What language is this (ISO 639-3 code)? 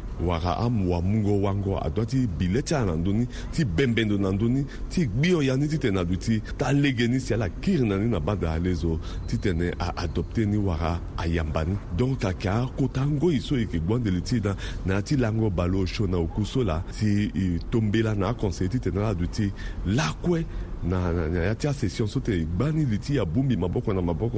sag